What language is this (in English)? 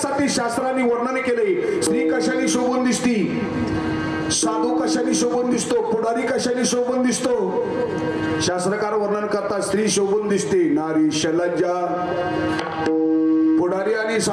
Marathi